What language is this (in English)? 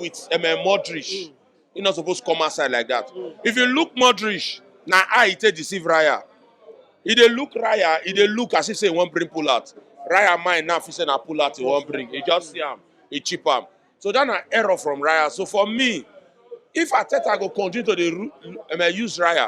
Nigerian Pidgin